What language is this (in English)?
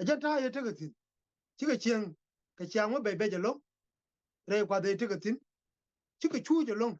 Nuer